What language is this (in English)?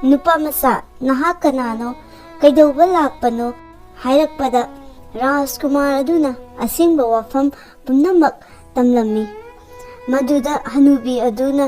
Manipuri